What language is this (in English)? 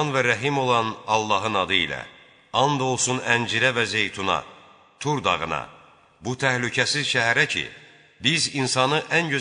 Azerbaijani